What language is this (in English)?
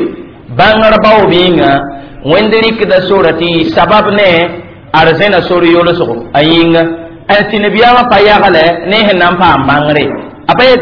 Mossi